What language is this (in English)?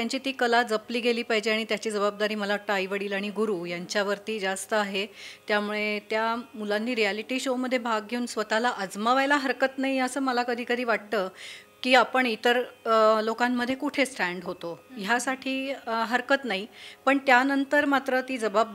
Marathi